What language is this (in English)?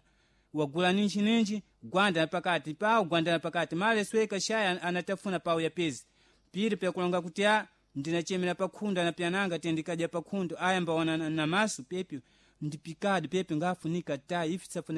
Sena